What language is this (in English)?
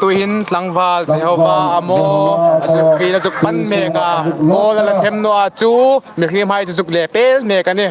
Hmar